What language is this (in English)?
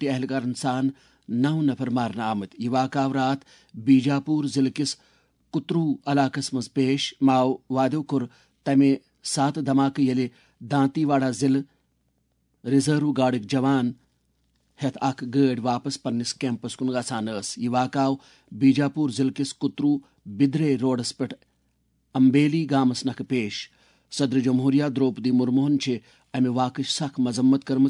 Kashmiri